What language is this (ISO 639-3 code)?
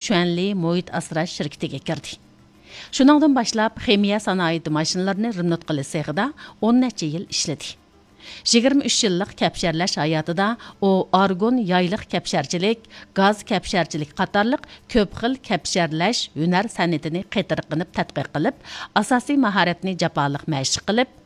uig